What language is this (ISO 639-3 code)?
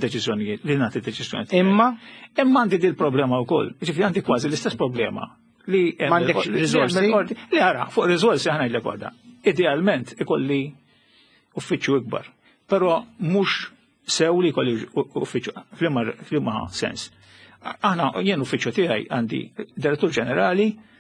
mlt